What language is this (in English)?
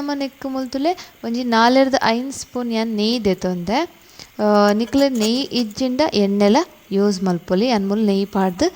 Tulu